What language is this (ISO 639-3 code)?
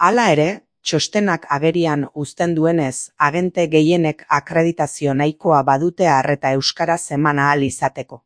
eus